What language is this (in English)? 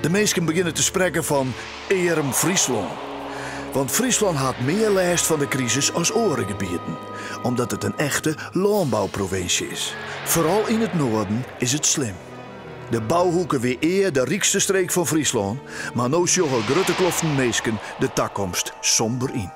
Western Frisian